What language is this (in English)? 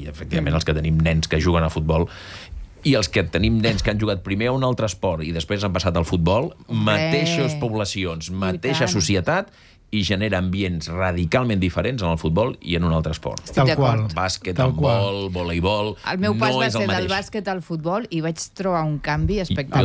Catalan